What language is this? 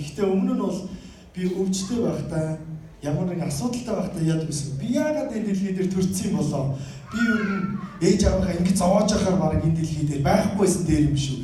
Mongolian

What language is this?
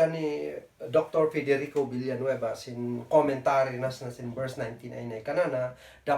Kankanaey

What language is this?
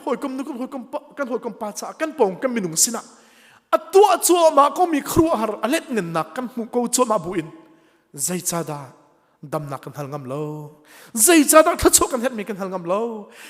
Hakha Chin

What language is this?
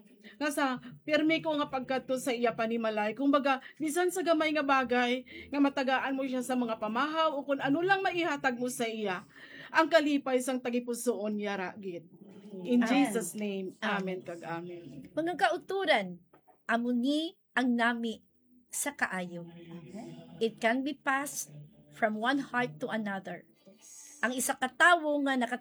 Hiligaynon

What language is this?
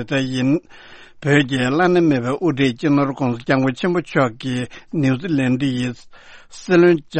Tibetan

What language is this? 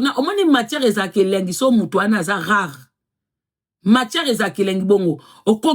Lingala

